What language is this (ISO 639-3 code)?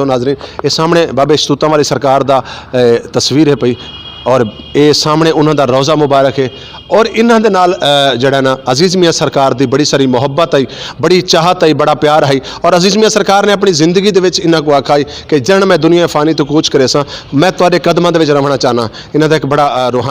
skr